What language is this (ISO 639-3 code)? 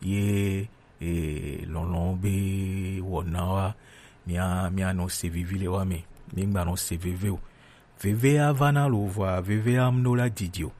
gej